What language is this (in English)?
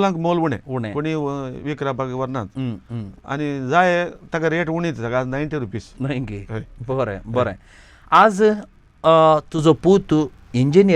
Konkani